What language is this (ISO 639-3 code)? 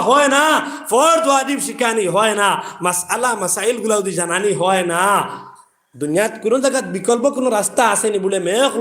syl